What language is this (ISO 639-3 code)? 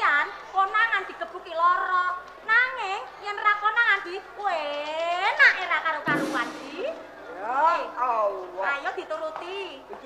jav